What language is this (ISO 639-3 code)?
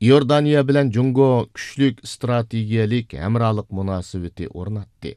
uig